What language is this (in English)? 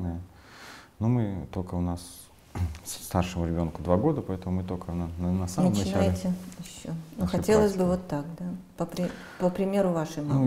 Russian